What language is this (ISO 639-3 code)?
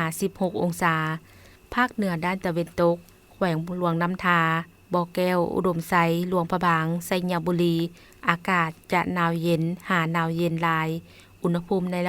lao